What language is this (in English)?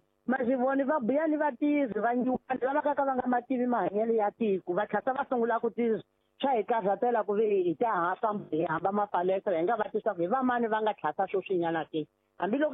Tsonga